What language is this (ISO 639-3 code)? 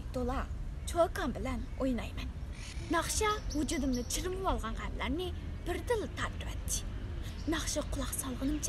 uig